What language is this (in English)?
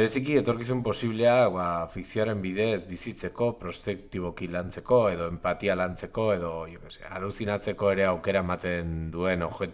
Basque